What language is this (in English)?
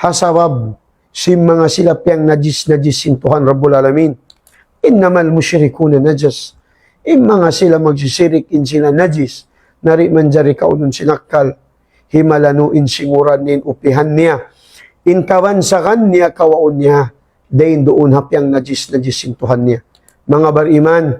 Tausug